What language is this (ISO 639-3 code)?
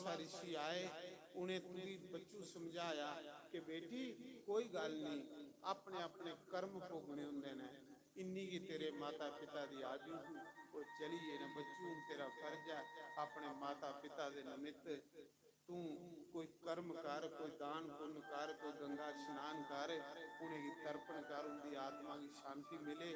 doi